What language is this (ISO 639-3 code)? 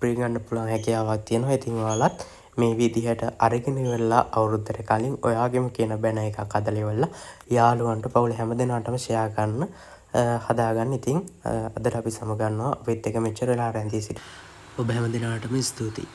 sin